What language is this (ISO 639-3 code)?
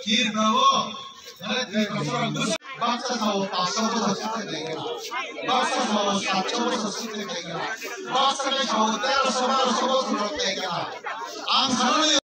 trp